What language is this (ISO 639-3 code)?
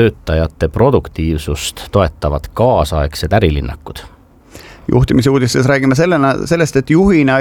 est